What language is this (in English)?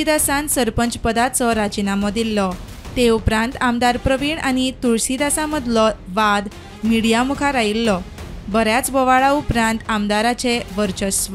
Konkani